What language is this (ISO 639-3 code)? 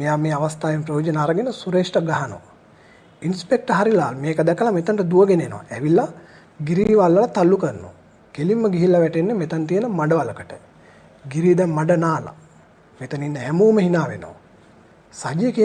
sin